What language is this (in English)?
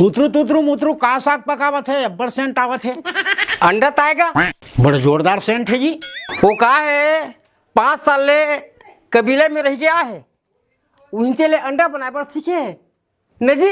Chhattisgarhi